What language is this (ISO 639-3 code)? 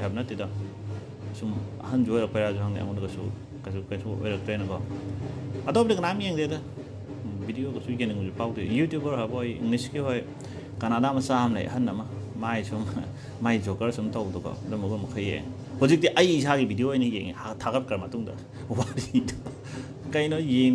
mni